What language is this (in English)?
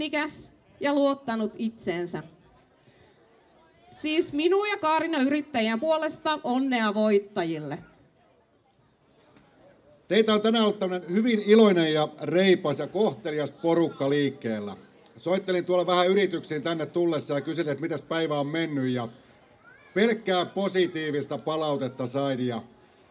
Finnish